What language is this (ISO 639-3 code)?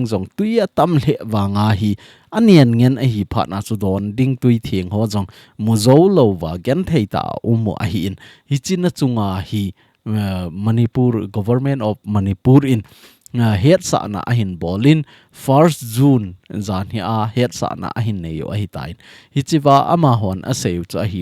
tcz